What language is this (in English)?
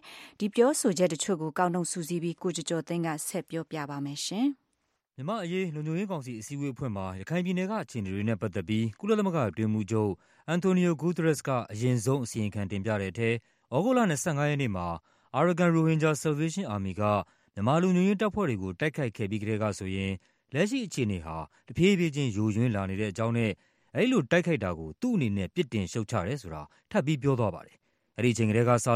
Burmese